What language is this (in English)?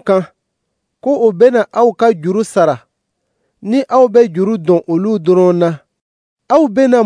Dyula